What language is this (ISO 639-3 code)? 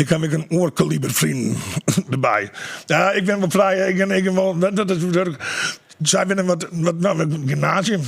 fry